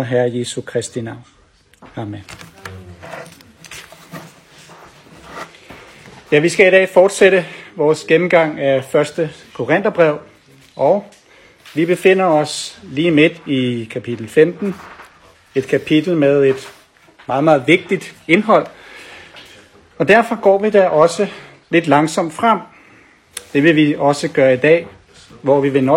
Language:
Danish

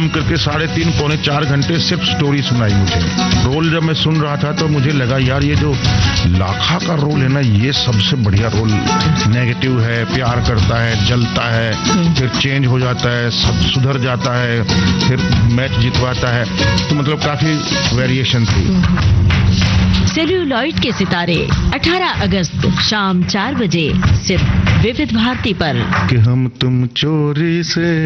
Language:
Hindi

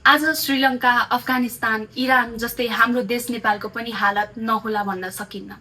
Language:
Nepali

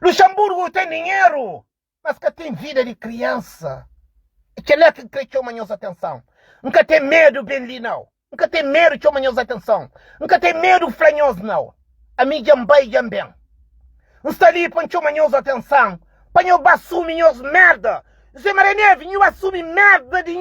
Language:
Kabuverdianu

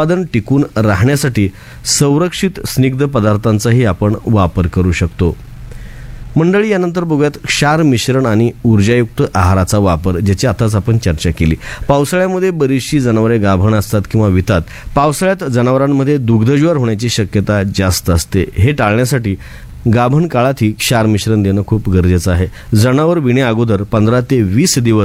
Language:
Marathi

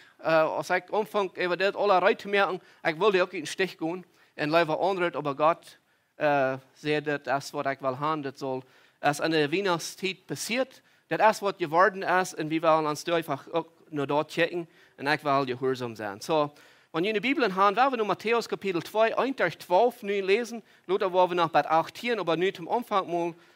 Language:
Plautdietsch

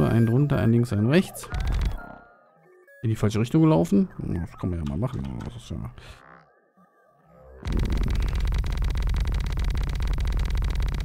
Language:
German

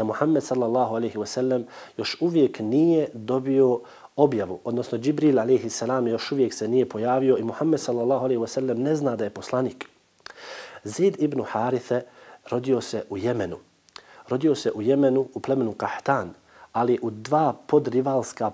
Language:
Bosnian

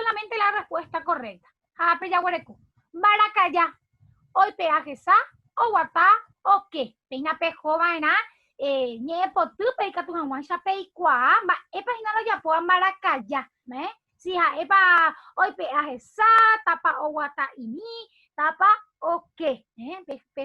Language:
Guarani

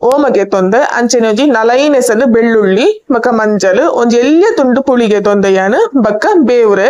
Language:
Tulu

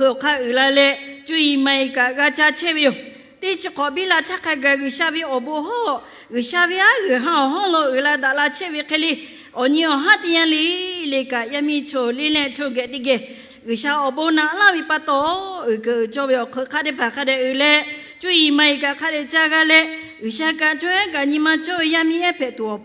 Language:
Lahu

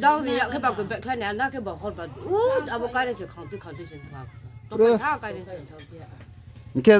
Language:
Riang (India)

